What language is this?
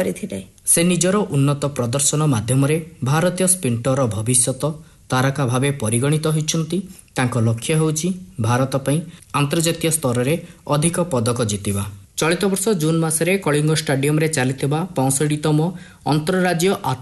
Odia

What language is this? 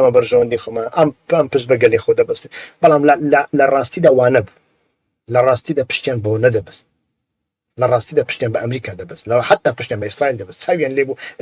Central Kurdish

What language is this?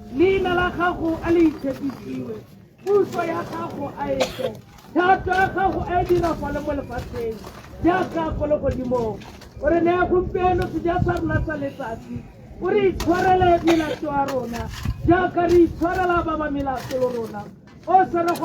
Tswana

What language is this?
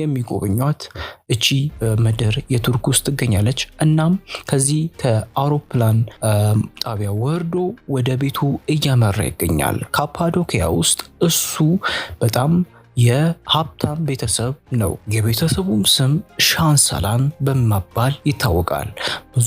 Amharic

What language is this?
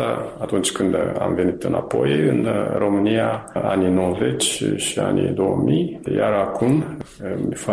Romanian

